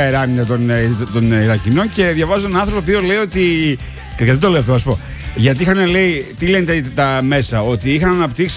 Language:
Greek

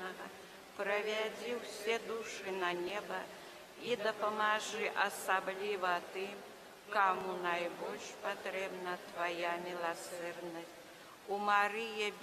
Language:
Belarusian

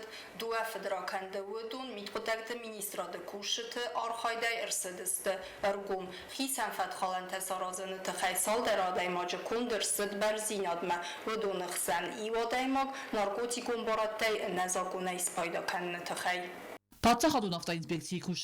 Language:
Ossetic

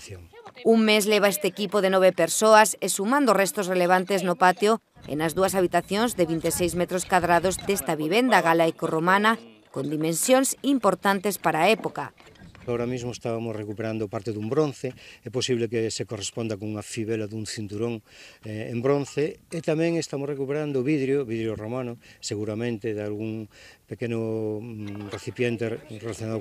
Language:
Galician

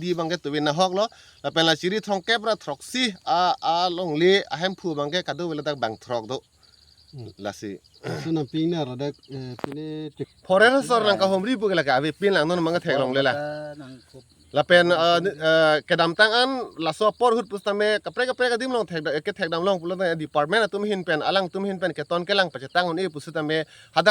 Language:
Karbi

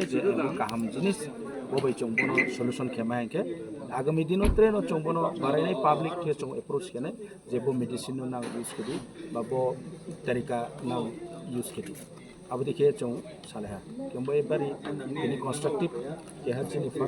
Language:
Kok Borok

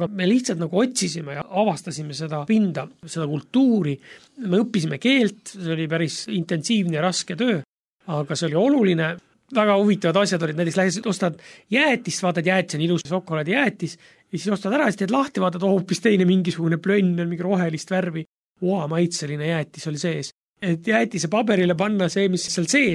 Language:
Estonian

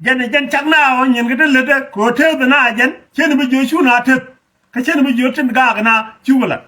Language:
Nuer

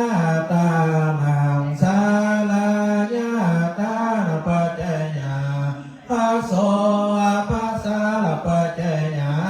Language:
Pali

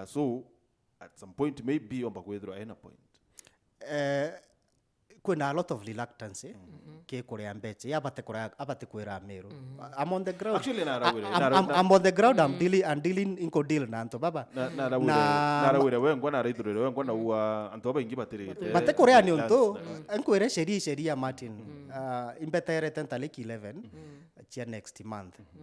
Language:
Meru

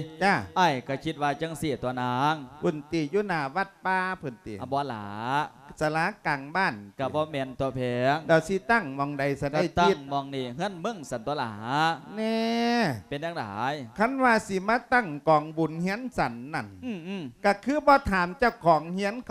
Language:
Lao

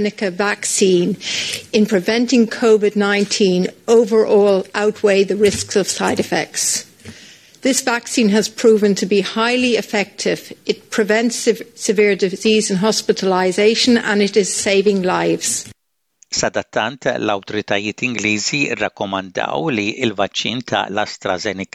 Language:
Maltese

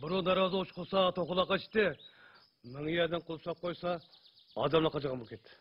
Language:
Uyghur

